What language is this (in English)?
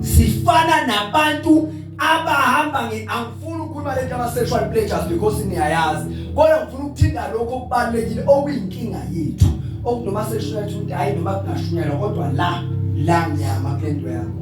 Zulu